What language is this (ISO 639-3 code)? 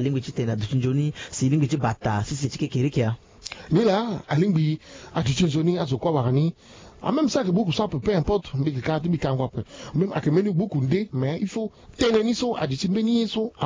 sag